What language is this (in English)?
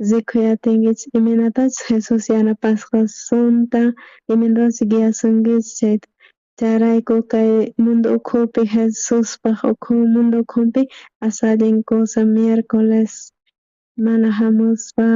South Bolivian Quechua